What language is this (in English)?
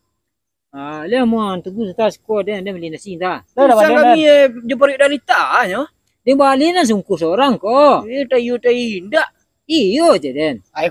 Minangkabau